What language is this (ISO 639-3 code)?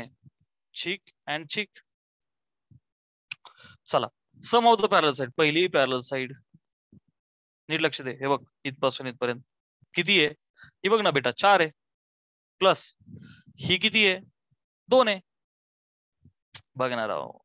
mar